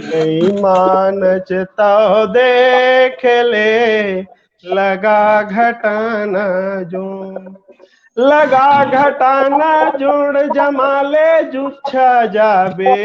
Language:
Chhattisgarhi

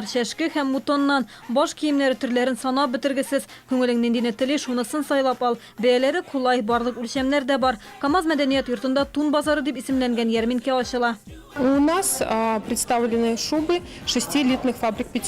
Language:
Tatar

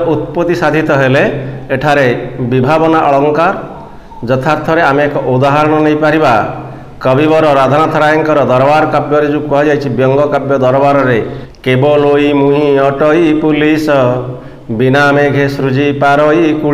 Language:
Odia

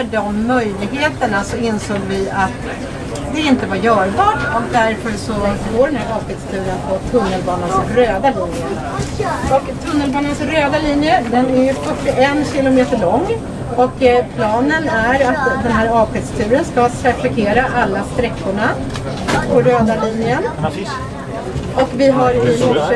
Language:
Swedish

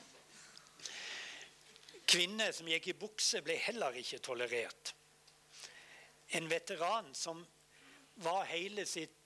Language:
Norwegian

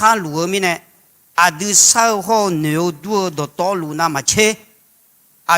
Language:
Akha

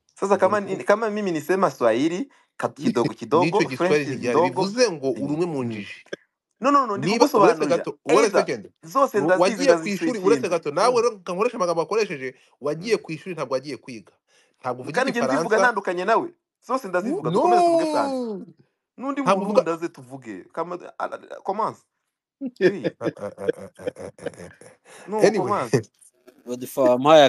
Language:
Kinyarwanda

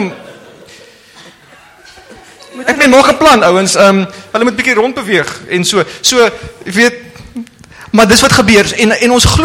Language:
Afrikaans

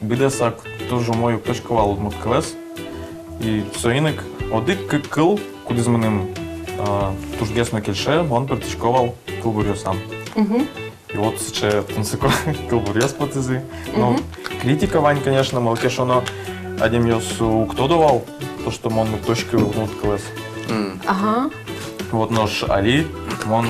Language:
Udmurt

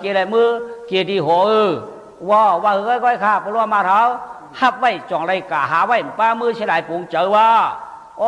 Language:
Shan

